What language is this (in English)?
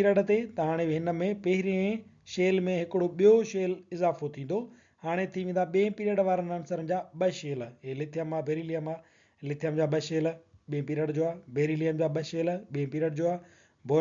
Sindhi